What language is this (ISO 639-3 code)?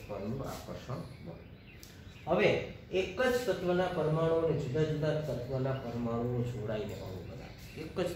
guj